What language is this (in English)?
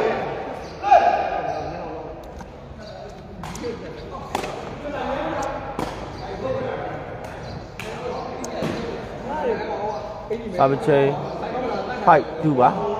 Burmese